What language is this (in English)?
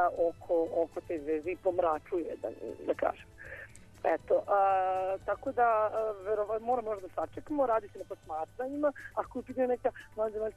Serbian